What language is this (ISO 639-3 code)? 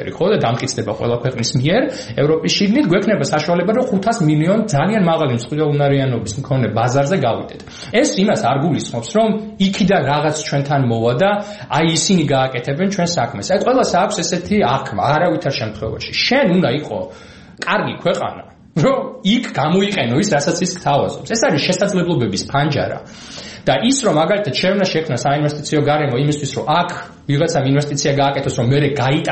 kat